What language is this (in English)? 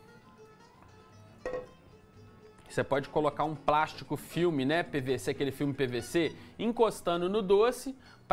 Portuguese